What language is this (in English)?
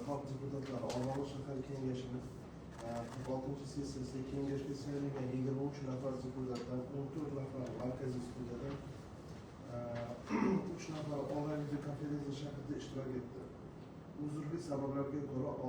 Uzbek